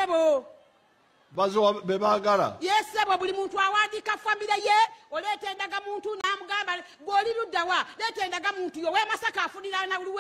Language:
Ganda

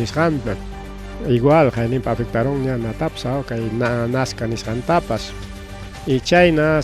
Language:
Ayacucho Quechua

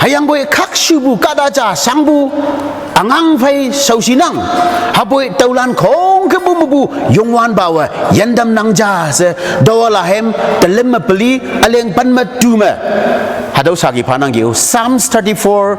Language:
Konyak Naga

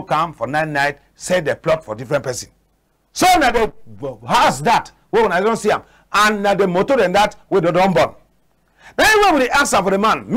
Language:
Cameroon Pidgin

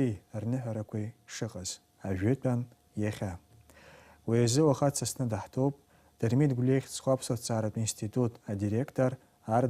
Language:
Abkhazian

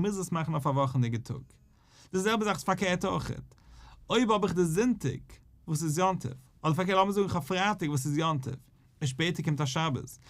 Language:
Yiddish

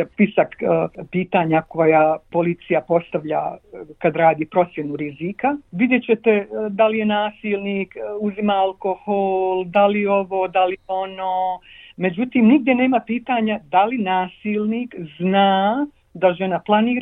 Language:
Bosnian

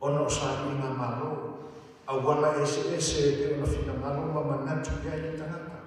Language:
Samoan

